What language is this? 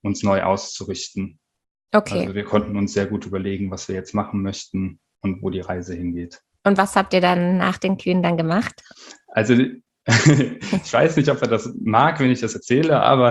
German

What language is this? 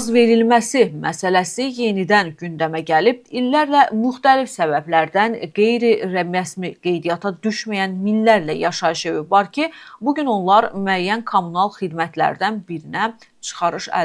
Azerbaijani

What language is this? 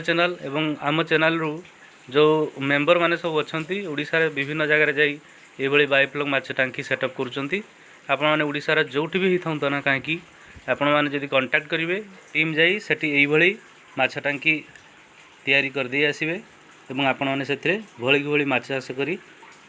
Odia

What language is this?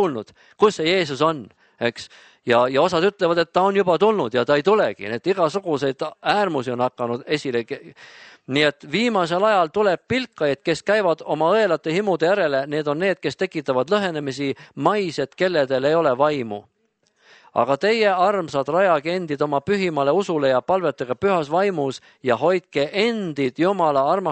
Estonian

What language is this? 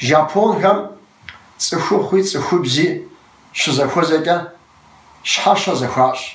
Kabardian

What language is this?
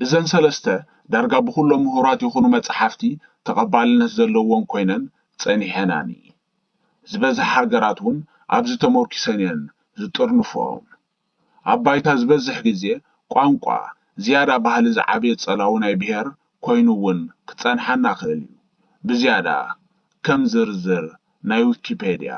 Tigrinya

